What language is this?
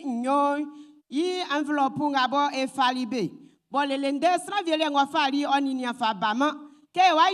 Baoulé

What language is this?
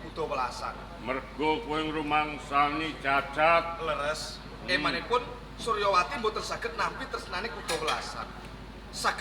Javanese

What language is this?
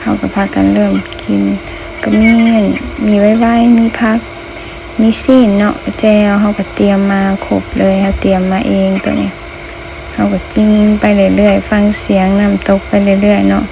Lao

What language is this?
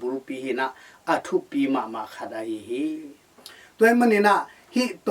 Tedim Chin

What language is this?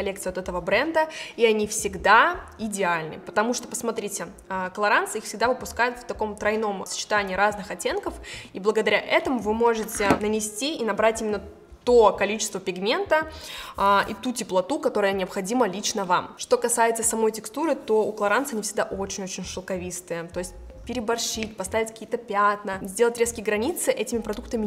Russian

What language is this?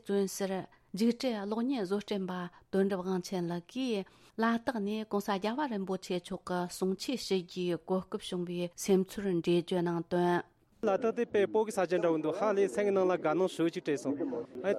Tibetan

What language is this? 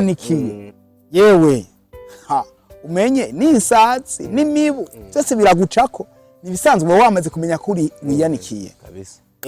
Rundi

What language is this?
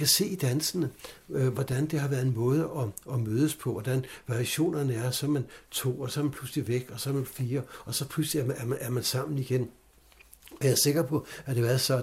Danish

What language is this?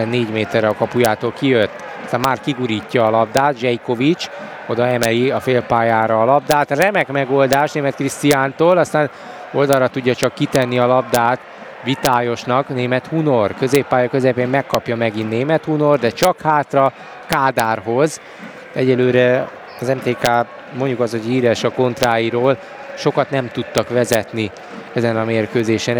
Hungarian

